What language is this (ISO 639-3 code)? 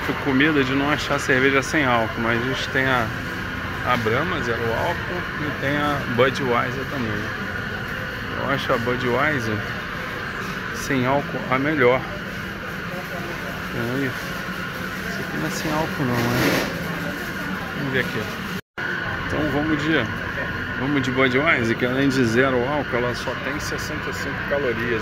por